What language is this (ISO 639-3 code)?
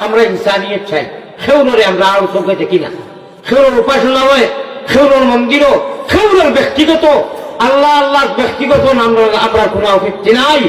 syl